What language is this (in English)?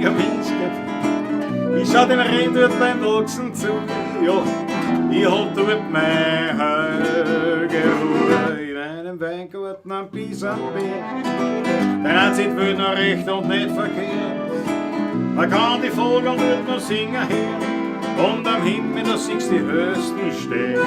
Bavarian